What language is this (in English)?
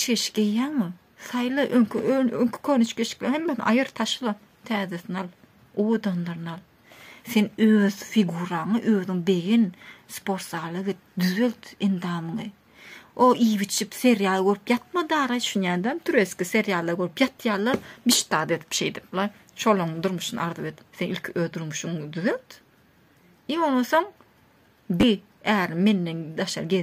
Turkmen